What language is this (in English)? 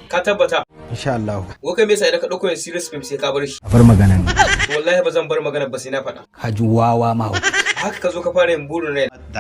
Hausa